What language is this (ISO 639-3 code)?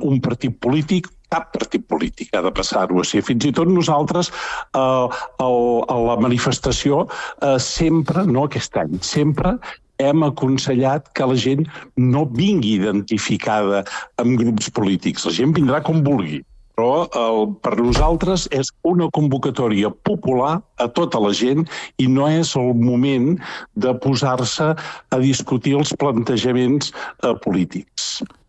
cat